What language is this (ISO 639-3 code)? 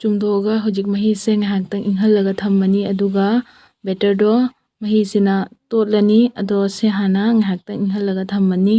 mni